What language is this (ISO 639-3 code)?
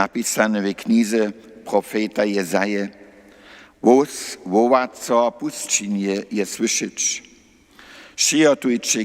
hsb